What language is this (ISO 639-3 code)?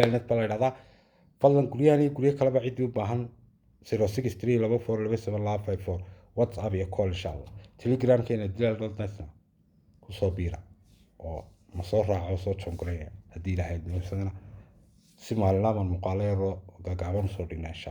som